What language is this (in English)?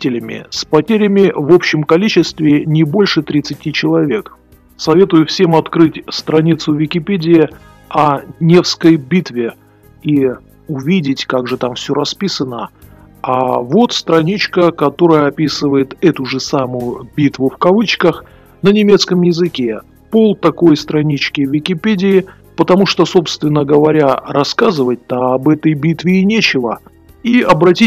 Russian